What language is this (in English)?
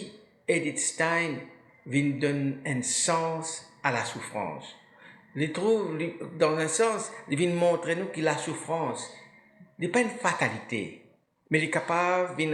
Morisyen